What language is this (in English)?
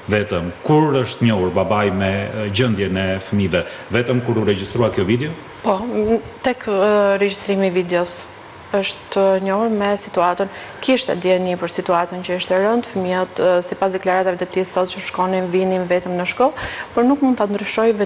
Albanian